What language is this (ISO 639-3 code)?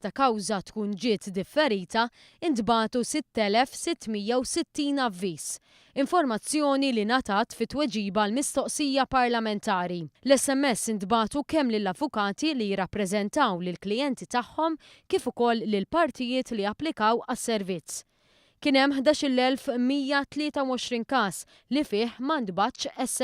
mlt